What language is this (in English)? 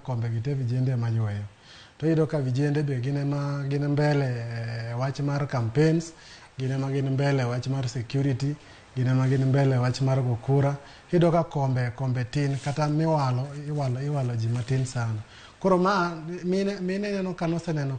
Luo (Kenya and Tanzania)